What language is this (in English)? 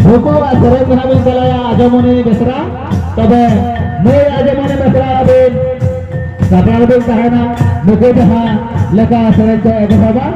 Santali